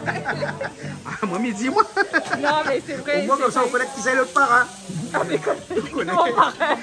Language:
Réunion Creole French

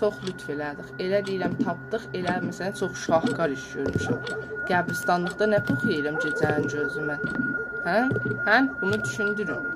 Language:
South Azerbaijani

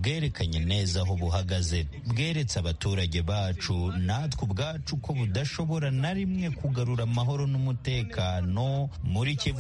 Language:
Kinyarwanda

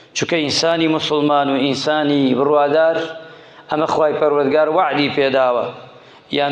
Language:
Central Kurdish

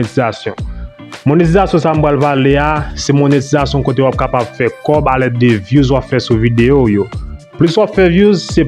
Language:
Haitian Creole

